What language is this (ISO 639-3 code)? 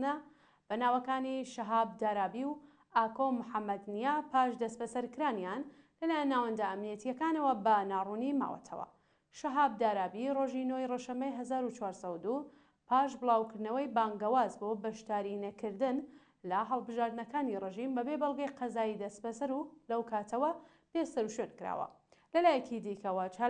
ckb